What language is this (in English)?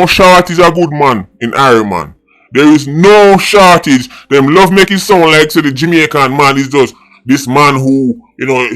Jamaican Creole English